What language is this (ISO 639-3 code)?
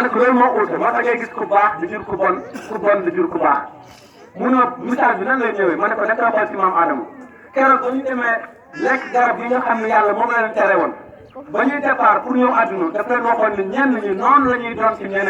wol